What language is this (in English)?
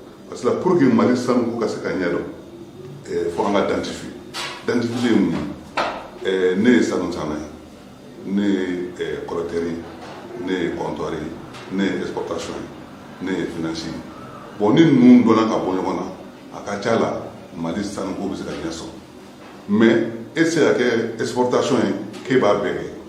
Bambara